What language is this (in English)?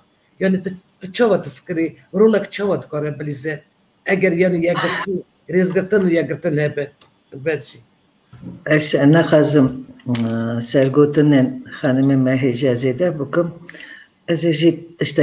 Kurdish